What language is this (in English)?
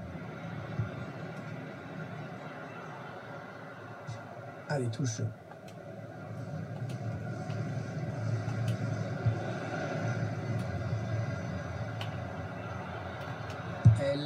French